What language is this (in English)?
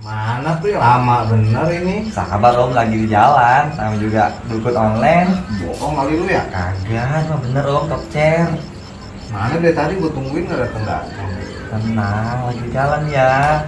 Betawi